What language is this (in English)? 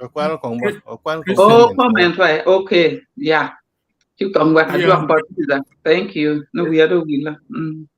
Acoli